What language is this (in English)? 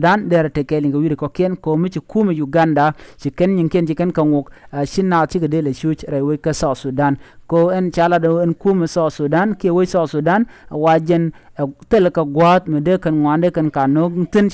Nuer